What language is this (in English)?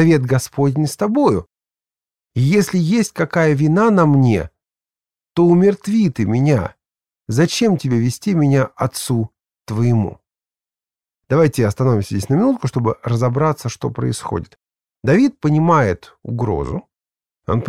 Russian